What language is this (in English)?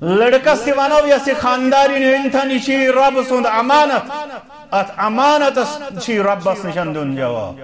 Kashmiri